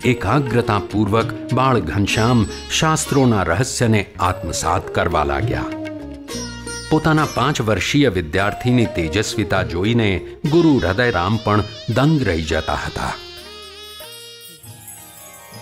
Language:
Gujarati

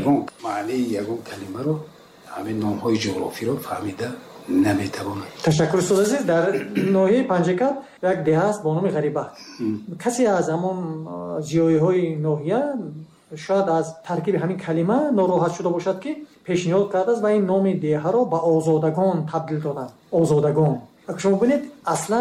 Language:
Tajik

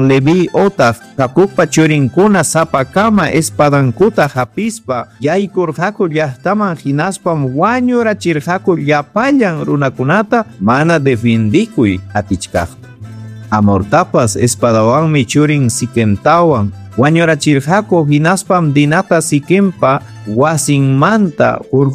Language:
Ayacucho Quechua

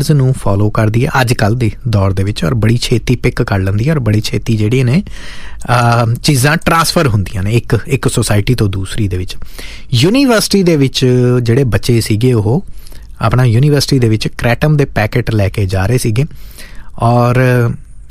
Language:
Punjabi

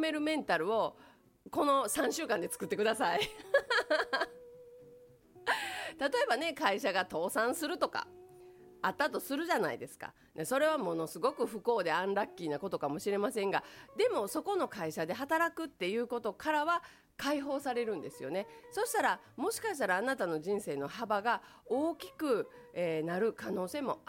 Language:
Japanese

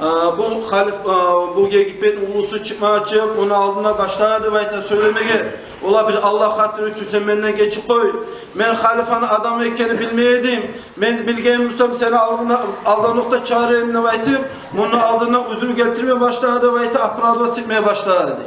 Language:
Kumyk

